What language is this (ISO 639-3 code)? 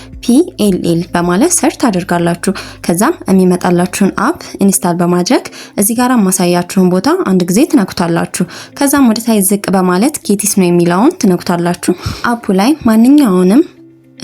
amh